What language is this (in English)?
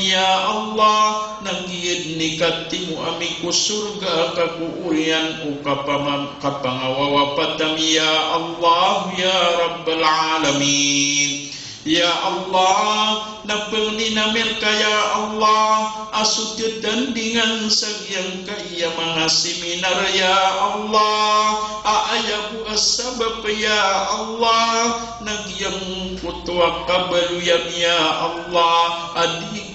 Maranao